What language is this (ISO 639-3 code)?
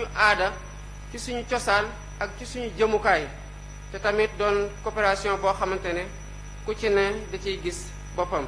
wol